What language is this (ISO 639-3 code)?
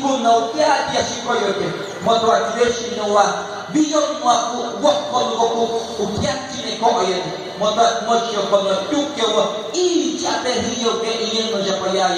ter